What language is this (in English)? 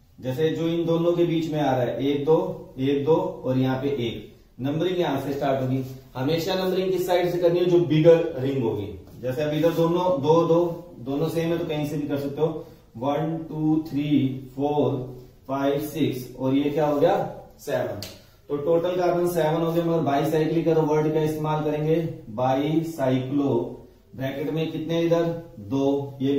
Hindi